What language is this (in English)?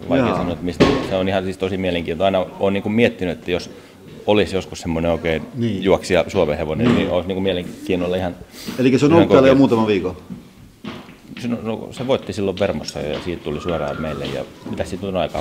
Finnish